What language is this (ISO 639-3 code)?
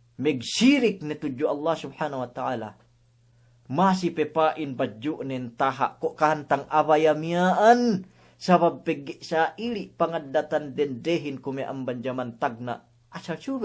yka